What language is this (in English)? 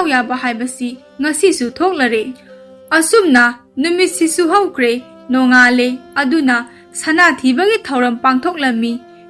Manipuri